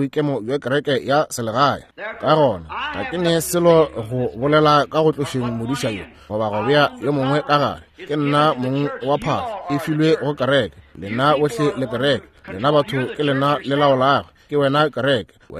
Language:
Northern Sotho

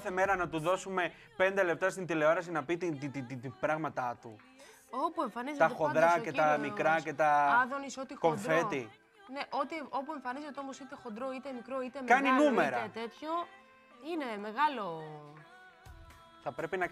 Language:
Greek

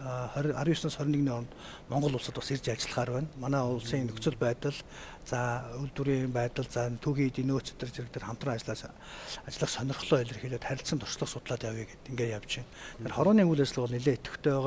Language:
Mongolian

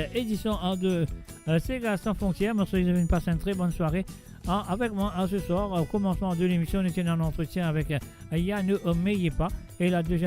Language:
Morisyen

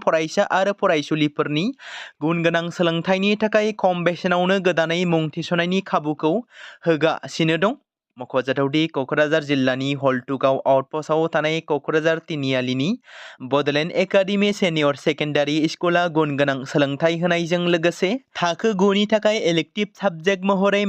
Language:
Bodo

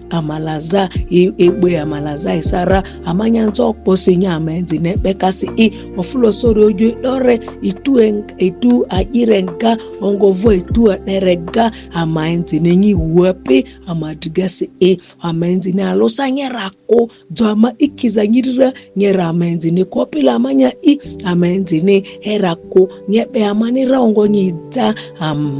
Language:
Ma'di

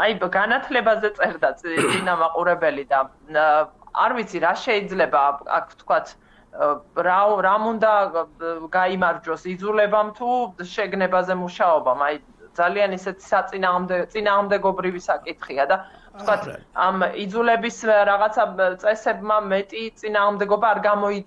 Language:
Georgian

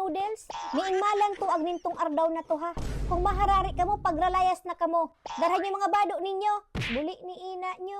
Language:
Bikol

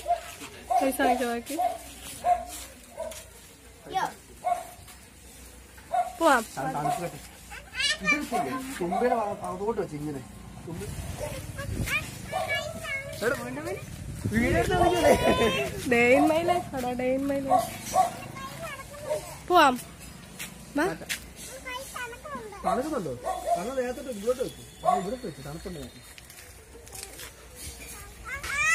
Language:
Malayalam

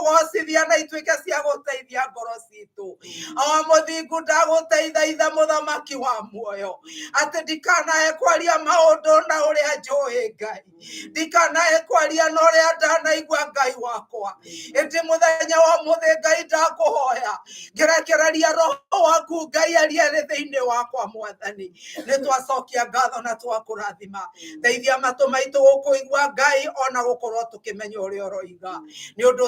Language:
Kikuyu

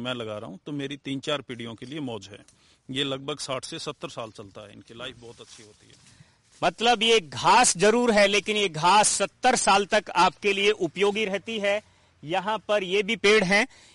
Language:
Hindi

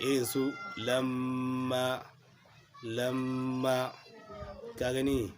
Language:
Hausa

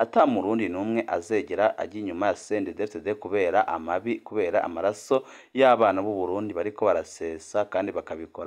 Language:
Rundi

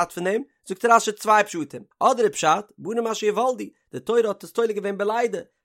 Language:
Yiddish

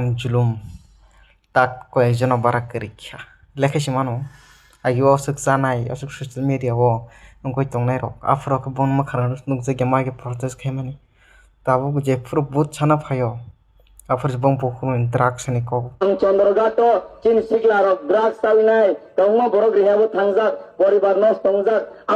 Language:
Kok Borok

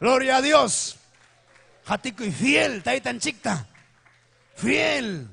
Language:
Ayacucho Quechua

